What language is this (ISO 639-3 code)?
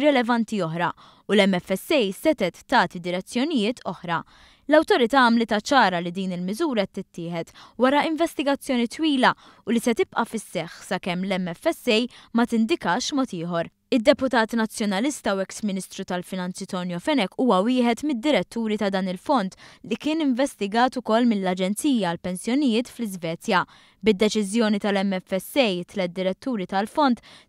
mlt